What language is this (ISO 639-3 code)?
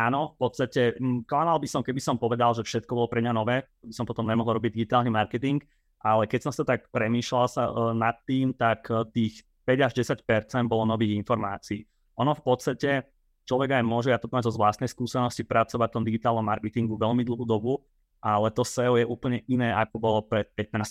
slk